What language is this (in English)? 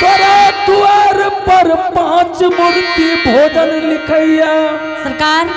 Angika